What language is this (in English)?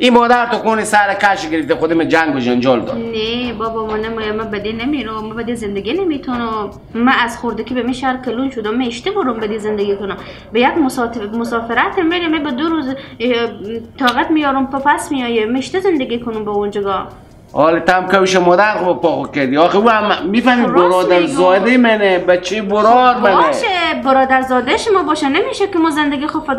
Persian